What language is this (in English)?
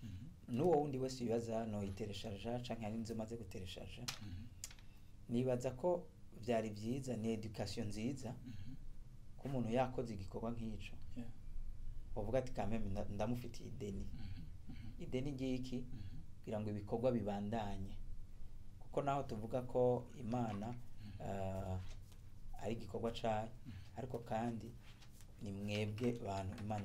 Rundi